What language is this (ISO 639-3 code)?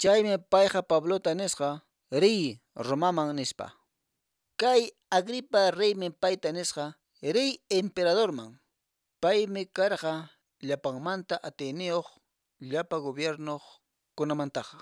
que